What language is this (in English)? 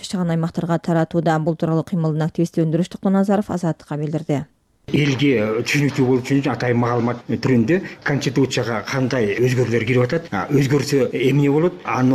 Kyrgyz